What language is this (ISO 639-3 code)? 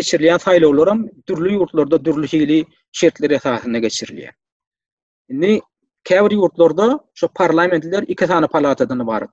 tuk